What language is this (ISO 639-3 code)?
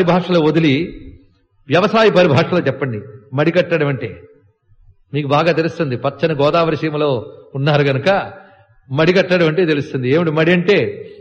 tel